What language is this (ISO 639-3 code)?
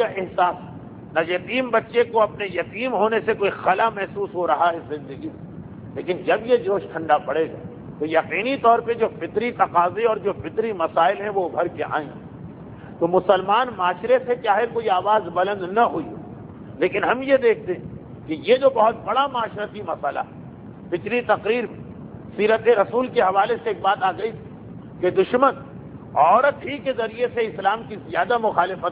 urd